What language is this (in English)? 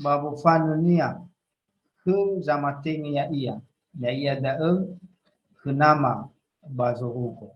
Nias